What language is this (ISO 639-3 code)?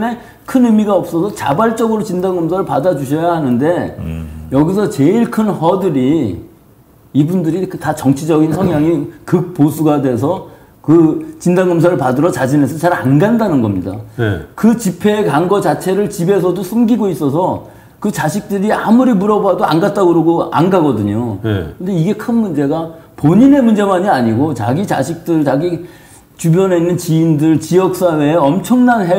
kor